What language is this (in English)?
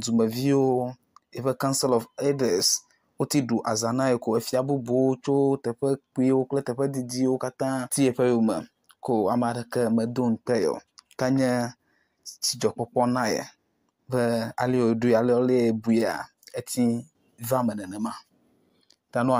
Ewe